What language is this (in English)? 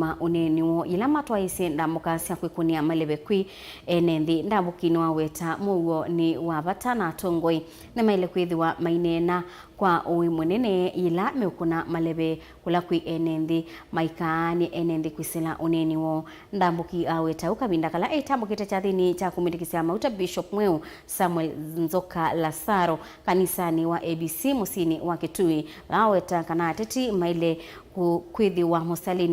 Kamba